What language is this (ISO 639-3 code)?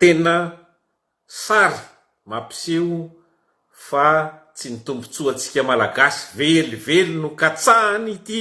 mlg